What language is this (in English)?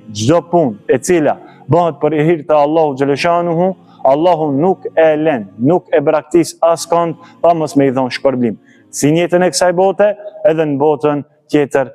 Albanian